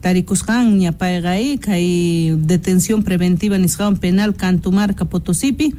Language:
South Bolivian Quechua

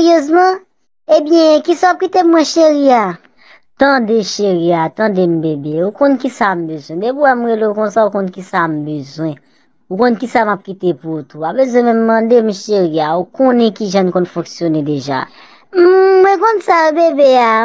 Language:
Haitian Creole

